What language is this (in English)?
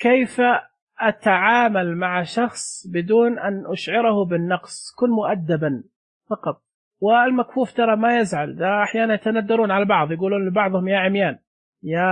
Najdi Arabic